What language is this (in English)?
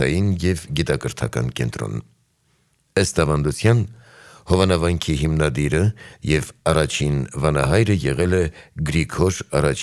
Armenian